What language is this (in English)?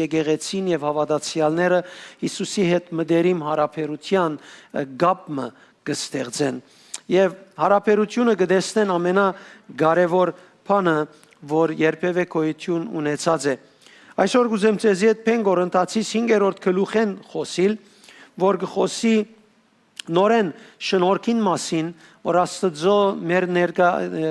Western Armenian